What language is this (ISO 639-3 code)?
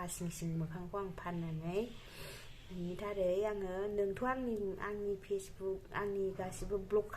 brx